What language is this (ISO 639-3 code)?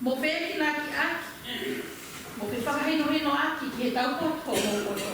ton